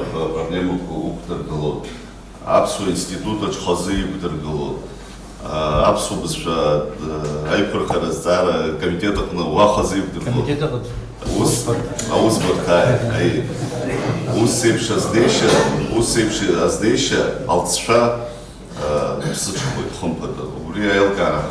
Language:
Abkhazian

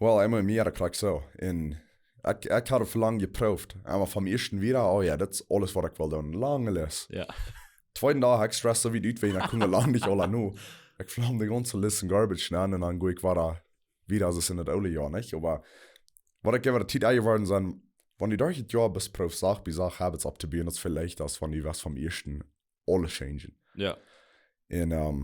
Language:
Plautdietsch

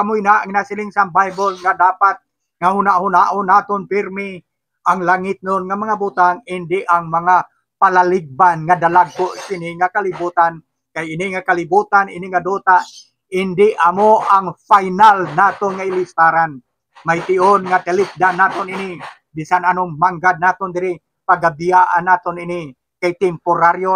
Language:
Hiligaynon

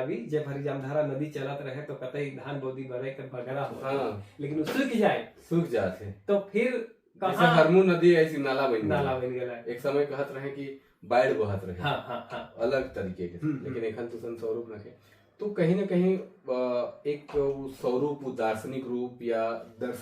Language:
Sadri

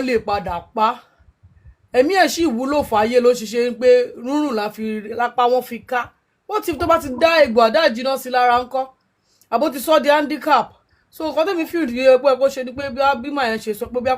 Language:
Yoruba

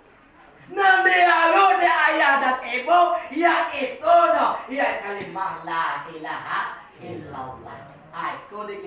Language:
Minangkabau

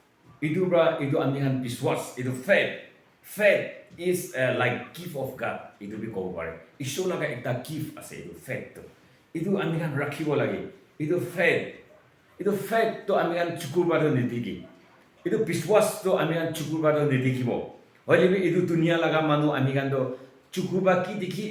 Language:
Naga Pidgin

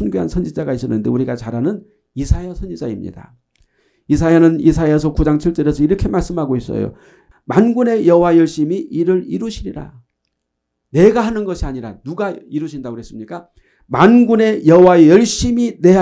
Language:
Korean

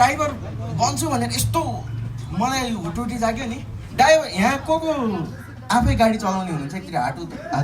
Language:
Nepali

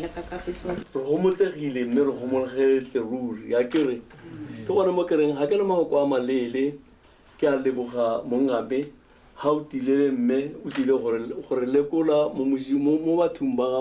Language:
Tswana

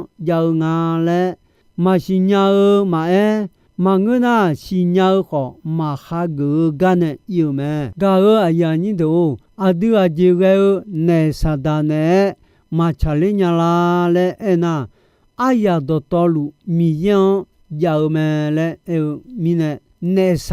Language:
Akha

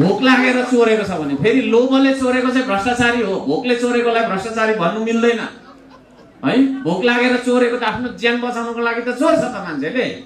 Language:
Nepali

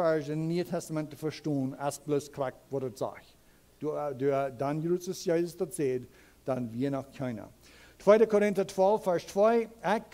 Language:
Plautdietsch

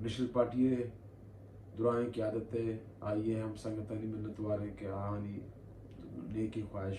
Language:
Baluchi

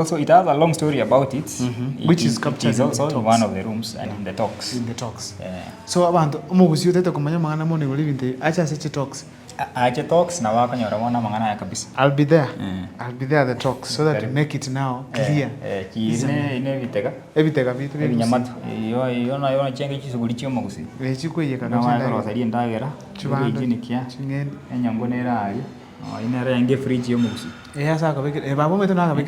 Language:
Gusii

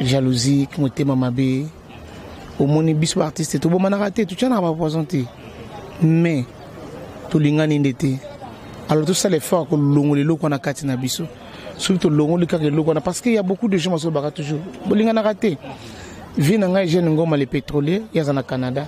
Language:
Lingala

